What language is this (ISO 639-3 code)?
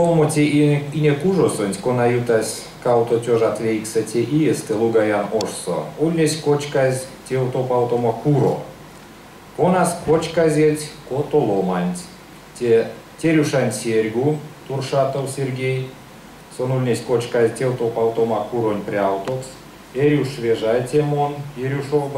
myv